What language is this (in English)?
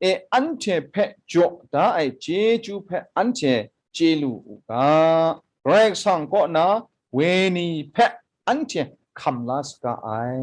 Kachin